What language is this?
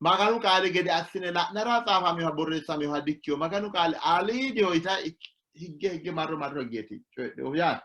Sidamo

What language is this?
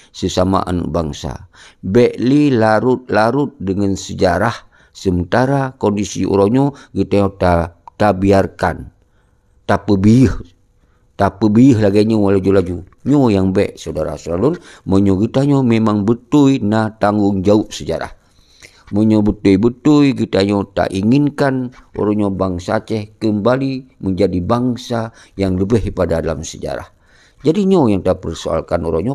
Achinese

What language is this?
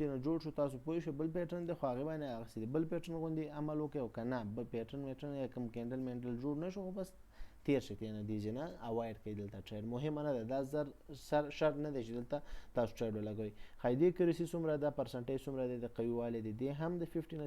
Pashto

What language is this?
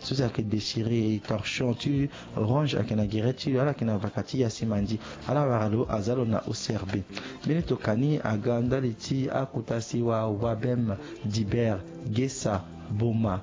Sango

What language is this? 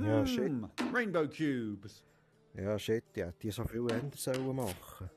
Swiss German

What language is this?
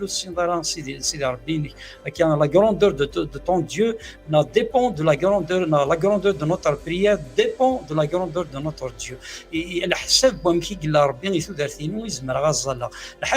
Kabyle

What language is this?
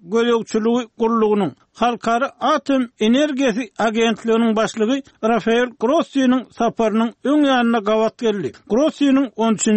Turkmen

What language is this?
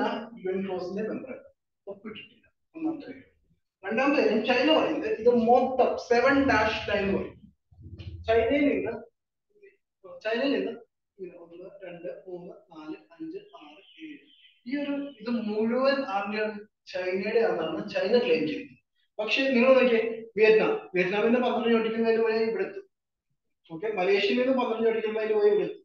Malayalam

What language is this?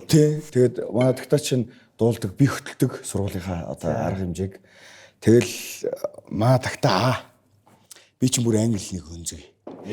Mongolian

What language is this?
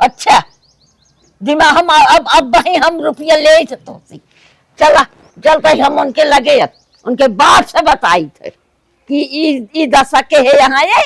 Awadhi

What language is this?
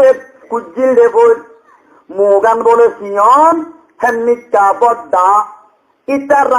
Rohingya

